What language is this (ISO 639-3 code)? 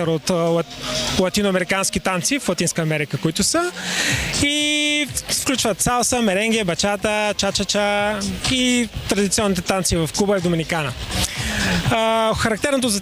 bul